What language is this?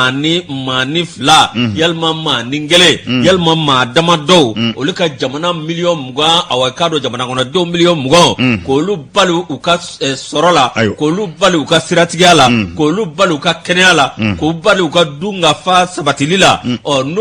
Bambara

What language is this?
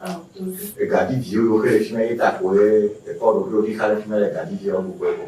Ewe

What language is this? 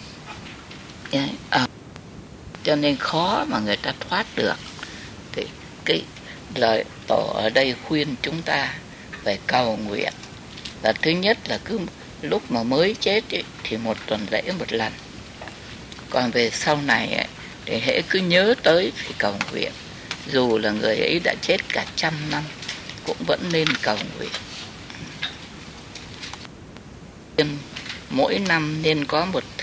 Vietnamese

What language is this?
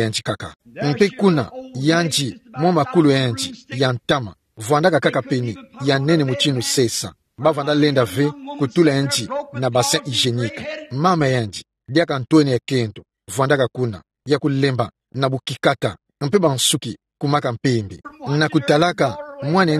Kituba (Democratic Republic of Congo)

